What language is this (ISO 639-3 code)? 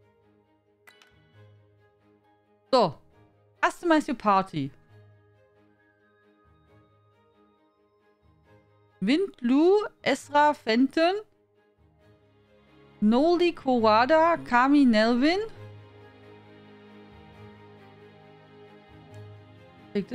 eng